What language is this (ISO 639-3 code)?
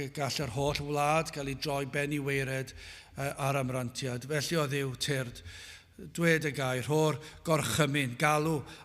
cym